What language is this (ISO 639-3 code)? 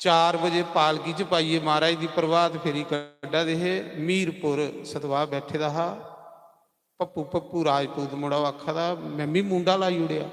doi